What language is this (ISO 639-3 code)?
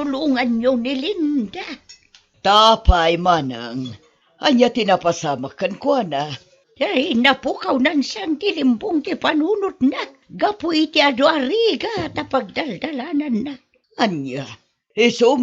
ilo